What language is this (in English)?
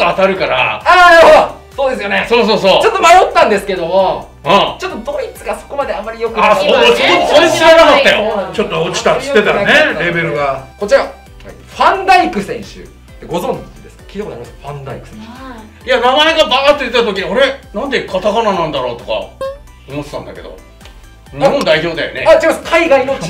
Japanese